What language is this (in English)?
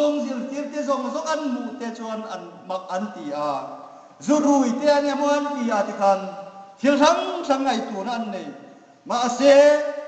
Hmar